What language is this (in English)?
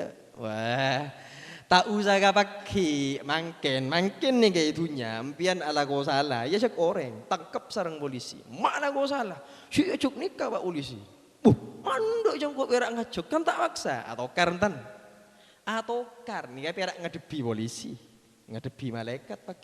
Madurese